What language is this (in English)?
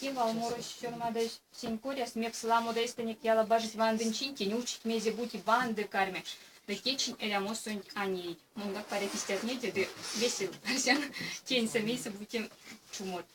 Erzya